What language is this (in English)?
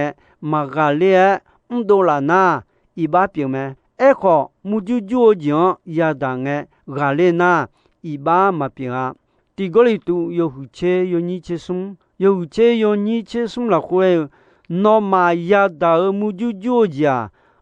Akha